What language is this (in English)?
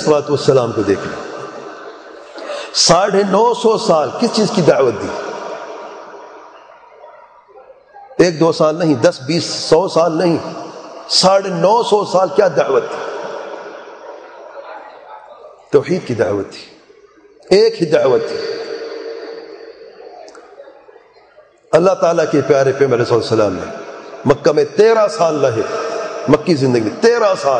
Urdu